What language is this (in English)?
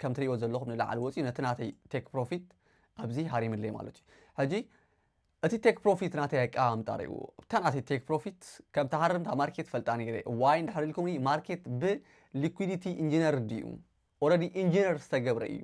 Tigrinya